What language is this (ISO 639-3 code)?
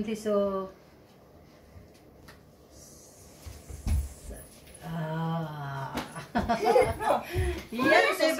swe